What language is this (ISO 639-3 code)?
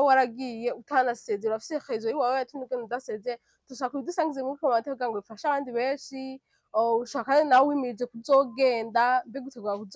run